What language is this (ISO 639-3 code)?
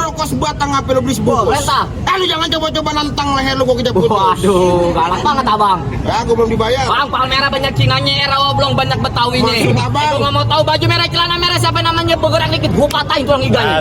bew